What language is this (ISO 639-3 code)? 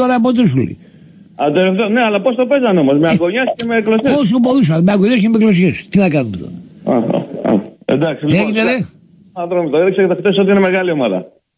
ell